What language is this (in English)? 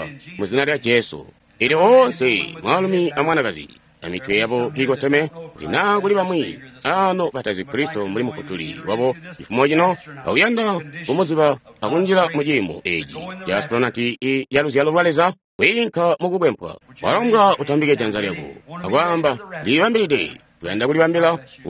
Tonga (Zambia)